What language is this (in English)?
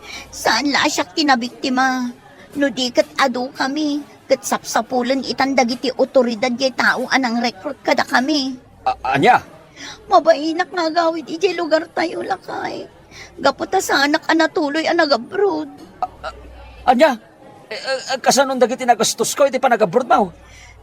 Iloko